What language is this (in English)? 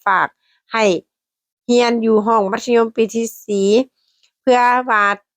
Lao